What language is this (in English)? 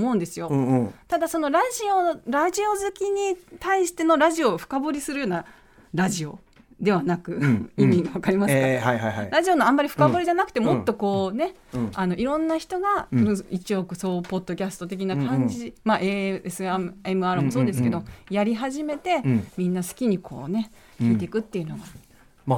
Japanese